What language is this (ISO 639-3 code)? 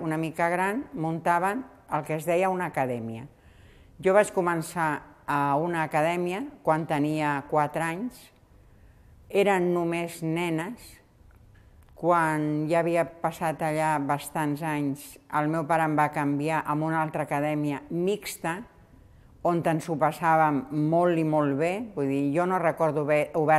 cat